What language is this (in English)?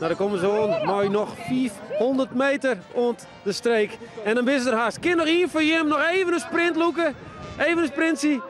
Western Frisian